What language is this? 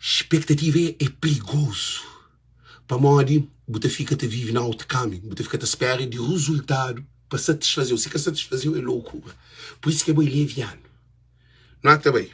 Kabuverdianu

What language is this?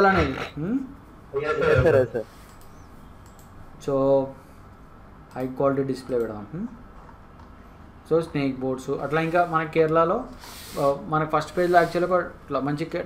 Telugu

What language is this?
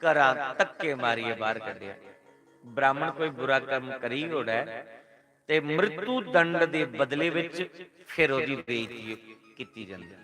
Dogri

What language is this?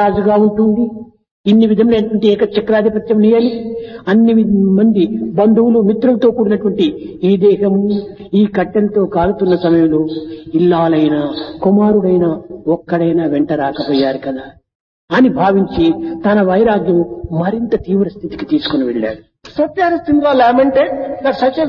Telugu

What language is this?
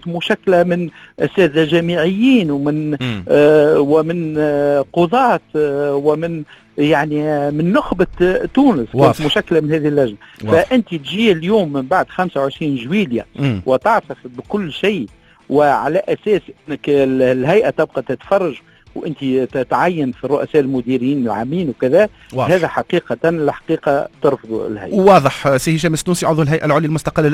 Tunisian Arabic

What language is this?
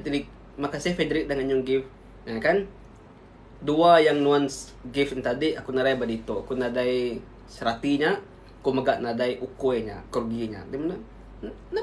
Iban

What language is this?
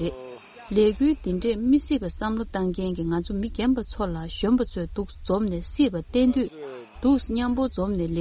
Tibetan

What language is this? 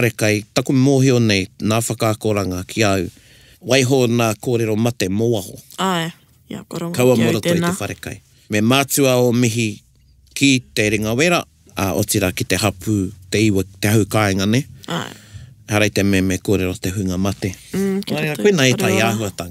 Māori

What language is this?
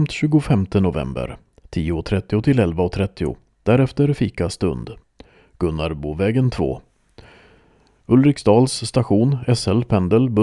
Swedish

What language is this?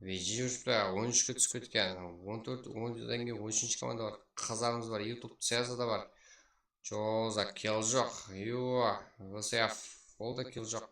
Kara-Kalpak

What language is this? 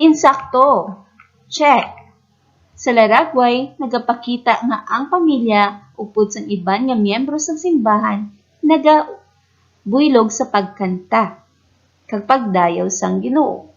Hiligaynon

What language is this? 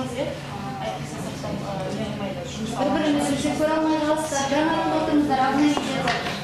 Kazakh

